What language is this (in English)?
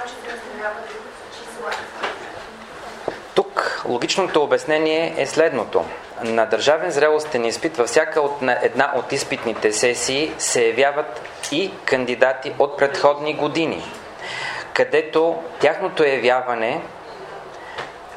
Bulgarian